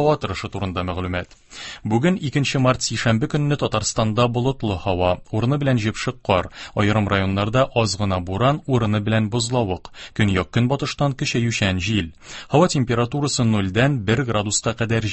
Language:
Tatar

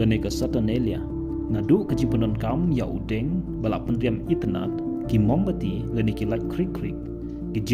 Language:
Khasi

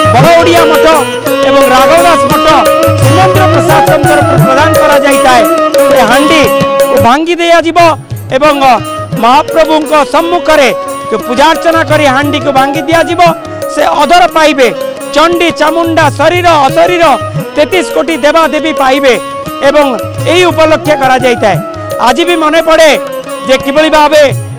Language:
Odia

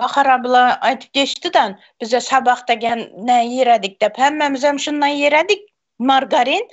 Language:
Turkmen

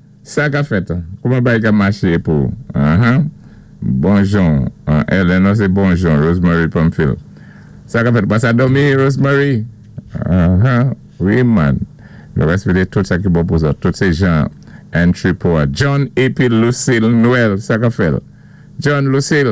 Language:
Saint Lucian Creole French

